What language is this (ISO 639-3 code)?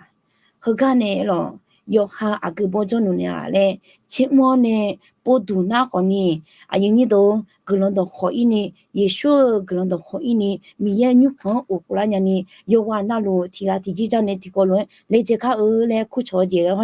ahk